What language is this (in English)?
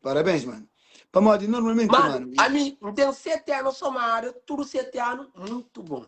Kabuverdianu